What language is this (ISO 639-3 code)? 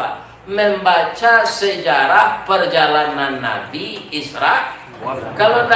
min